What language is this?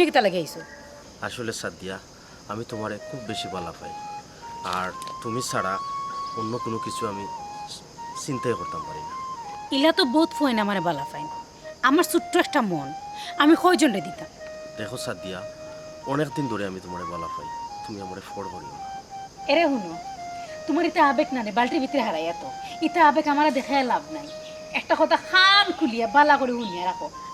Sylheti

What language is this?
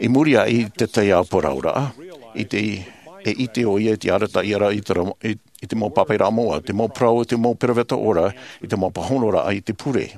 Tahitian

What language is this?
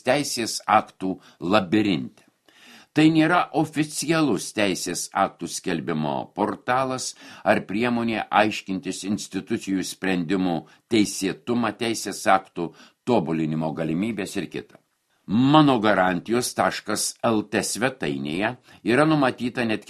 Lithuanian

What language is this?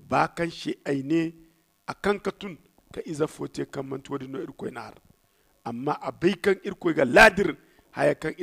Zarma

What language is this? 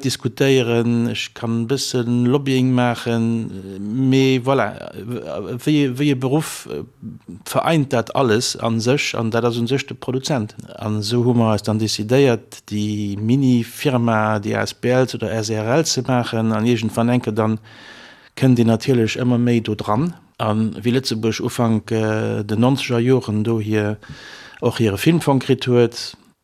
Luxembourgish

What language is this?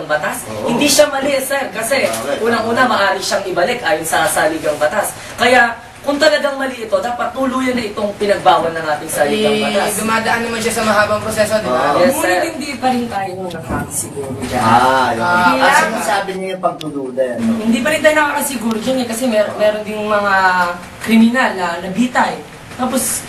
Filipino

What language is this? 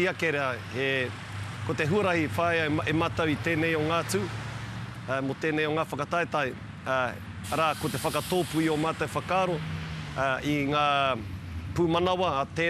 Māori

